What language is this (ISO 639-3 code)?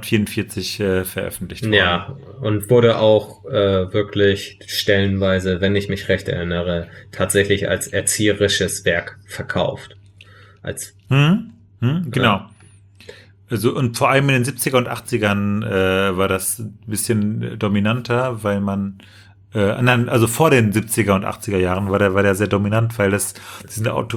deu